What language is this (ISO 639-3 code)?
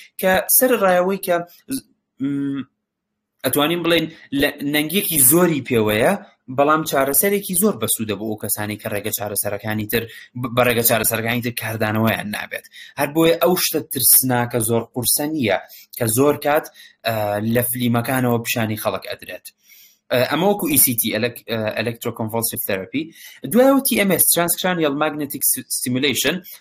ckb